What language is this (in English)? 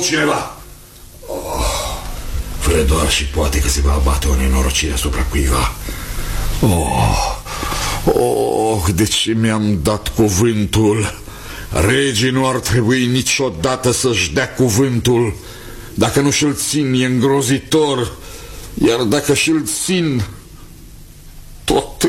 Romanian